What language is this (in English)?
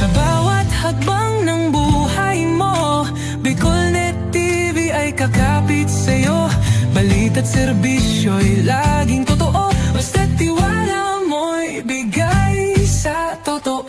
Bikol